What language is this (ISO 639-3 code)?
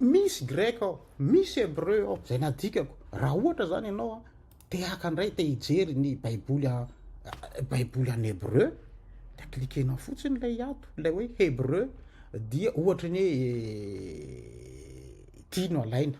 mlg